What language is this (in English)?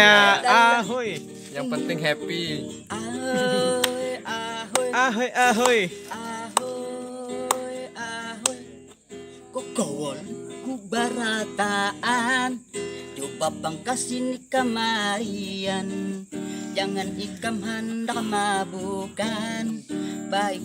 Banjar